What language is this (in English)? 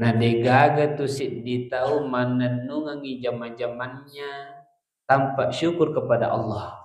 Buginese